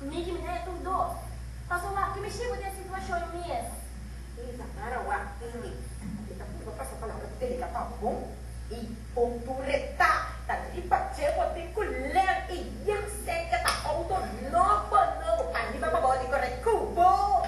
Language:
Papiamento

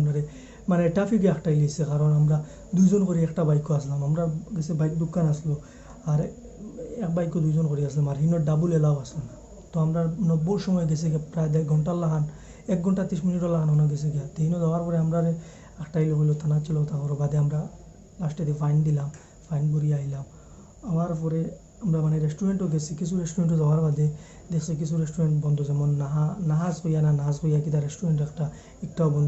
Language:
Sylheti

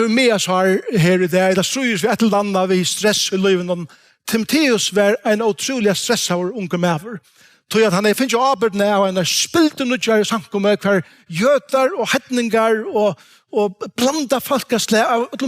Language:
Faroese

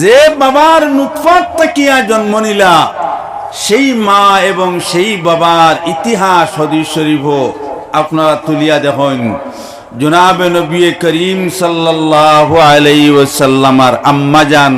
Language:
Sylheti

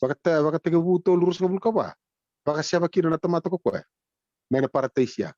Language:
Fijian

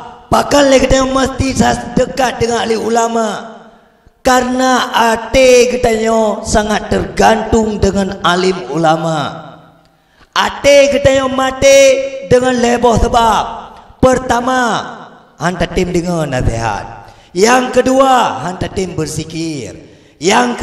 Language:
Achinese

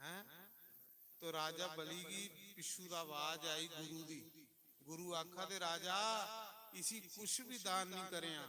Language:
Dogri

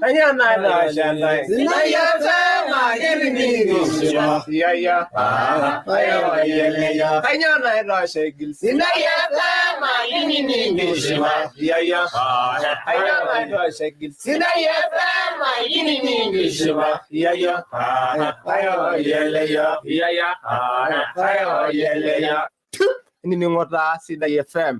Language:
Masai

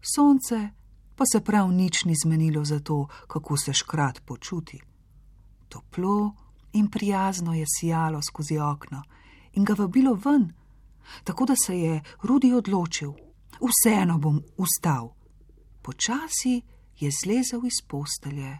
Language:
Slovenian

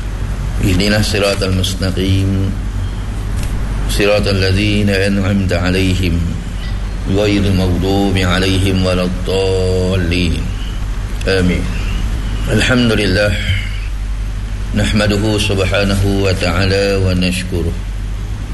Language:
Malay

